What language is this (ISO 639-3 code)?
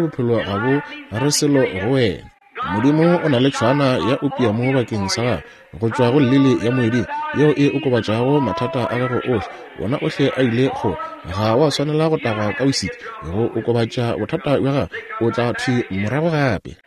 nso